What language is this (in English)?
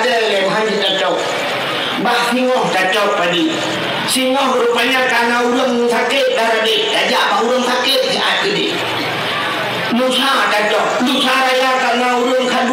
Achinese